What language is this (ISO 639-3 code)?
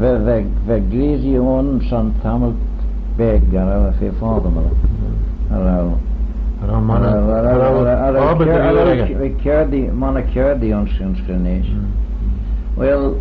glv